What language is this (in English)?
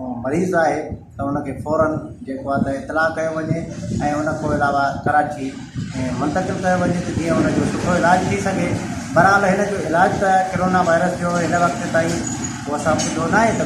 Sindhi